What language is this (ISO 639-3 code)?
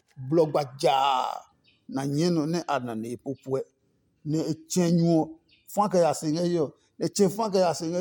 ada